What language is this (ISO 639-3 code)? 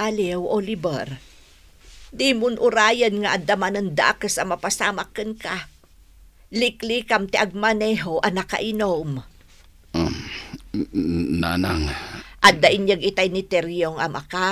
ilo